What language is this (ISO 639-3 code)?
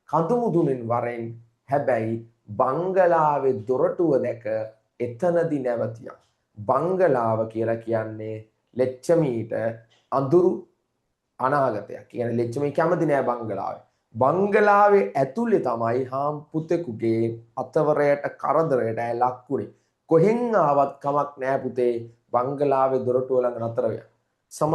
sin